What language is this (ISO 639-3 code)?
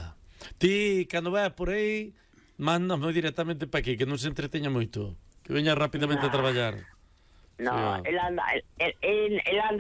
glg